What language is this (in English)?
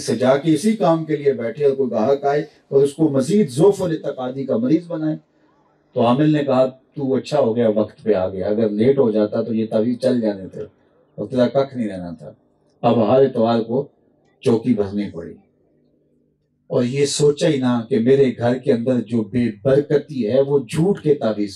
Urdu